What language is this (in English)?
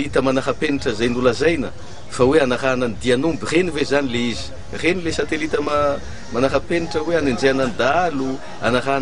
Malagasy